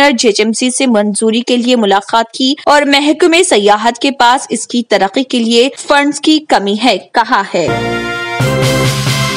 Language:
Urdu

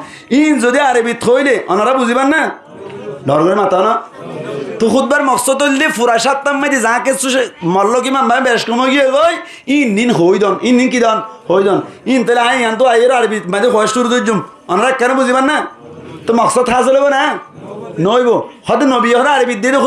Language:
Rohingya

